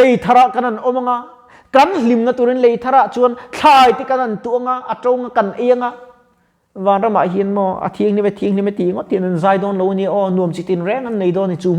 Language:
Mizo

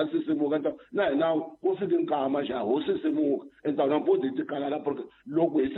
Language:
Tsonga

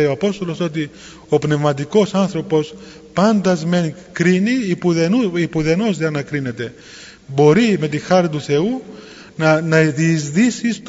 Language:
Greek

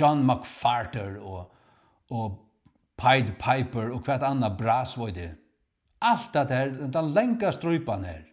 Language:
Faroese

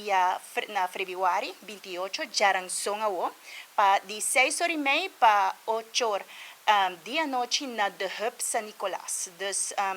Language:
Papiamento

